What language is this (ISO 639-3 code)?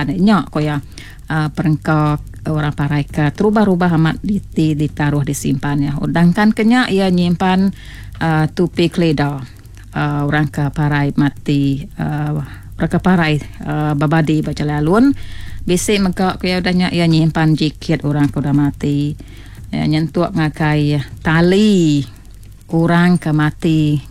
iba